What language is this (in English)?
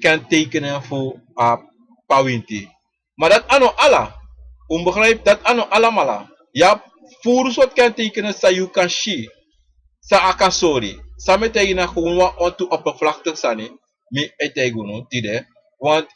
Sranan Tongo